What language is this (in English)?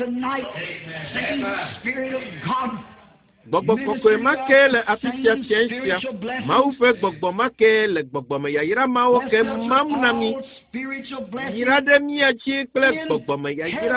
Ewe